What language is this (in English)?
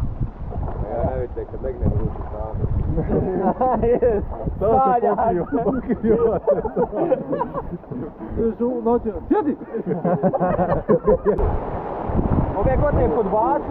Croatian